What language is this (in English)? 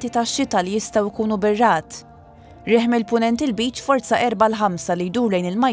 Maltese